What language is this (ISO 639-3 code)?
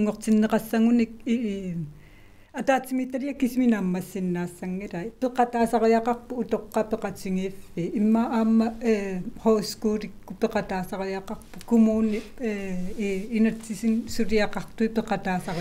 kal